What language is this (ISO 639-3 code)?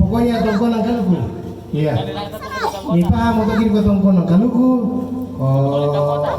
sda